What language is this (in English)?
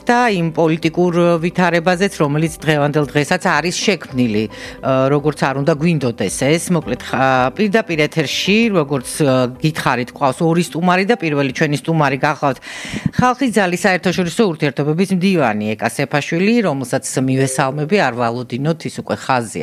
Georgian